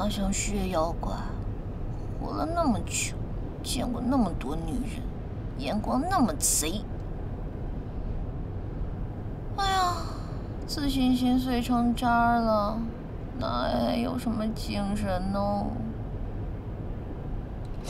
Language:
Chinese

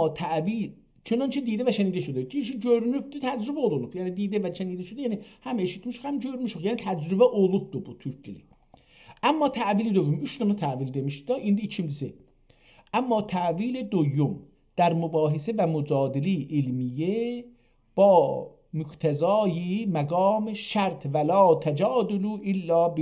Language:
South Azerbaijani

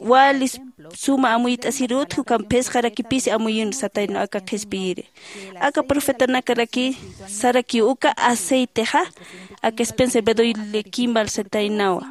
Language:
Aymara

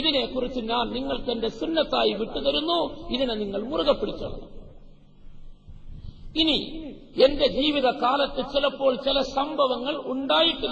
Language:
Malayalam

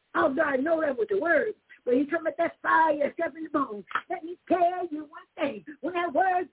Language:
English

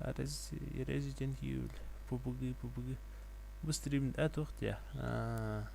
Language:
Yakut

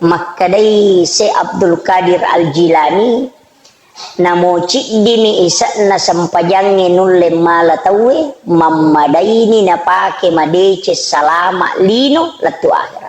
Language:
Buginese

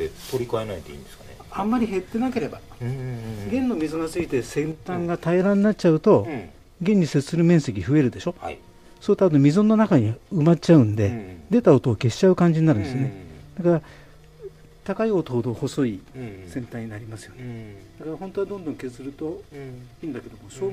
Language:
Japanese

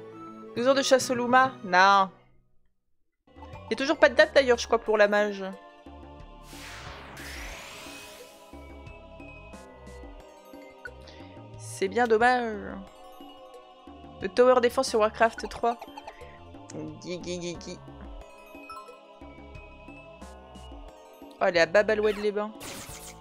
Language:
French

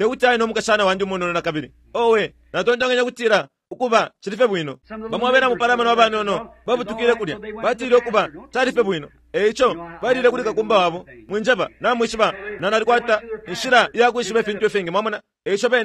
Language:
Bemba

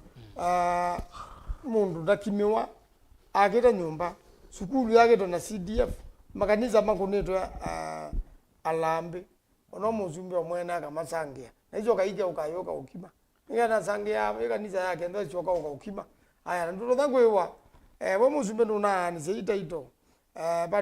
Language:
Kamba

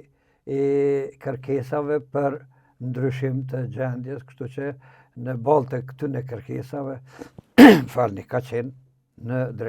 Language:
Albanian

